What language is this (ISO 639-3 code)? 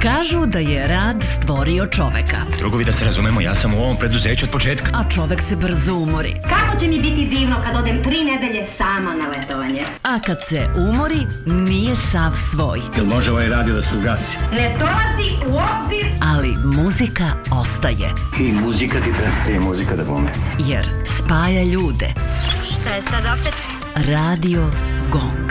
srp